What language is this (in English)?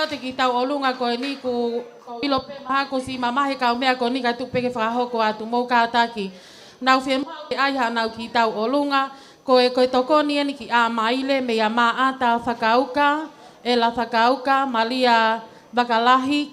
Tongan